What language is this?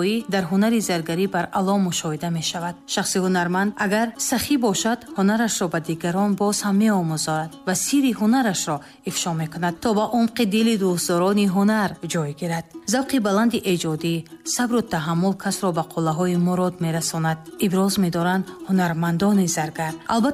Tajik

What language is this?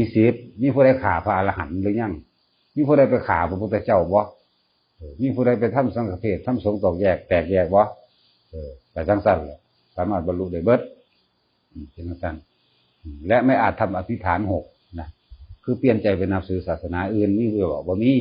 Northeastern Thai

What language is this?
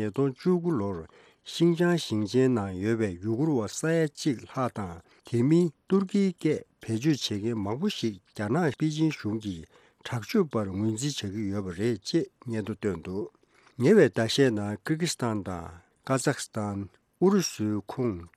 Tibetan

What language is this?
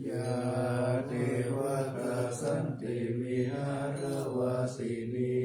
Pali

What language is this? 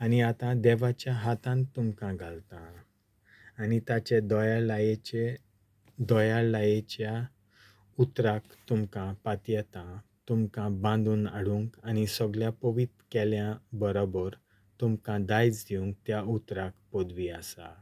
Konkani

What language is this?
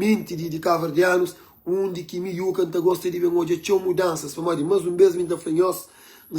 Kabuverdianu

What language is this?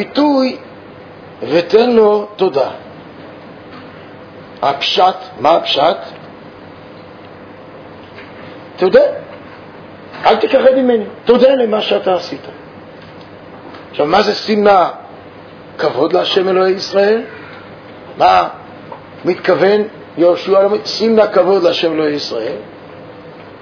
Hebrew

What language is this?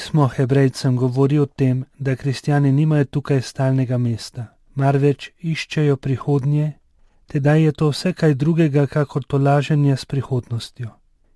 Slovenian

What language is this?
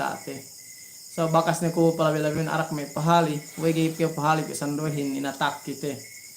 Yakan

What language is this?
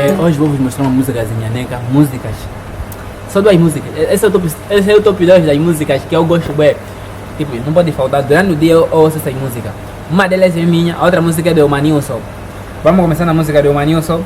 Nyaneka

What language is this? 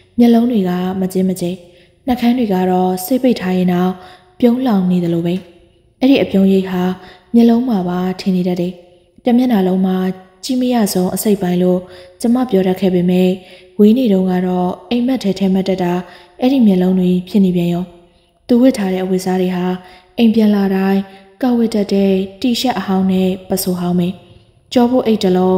Burmese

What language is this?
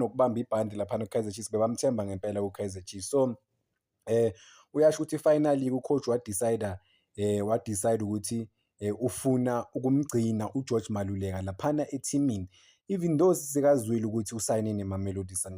Zulu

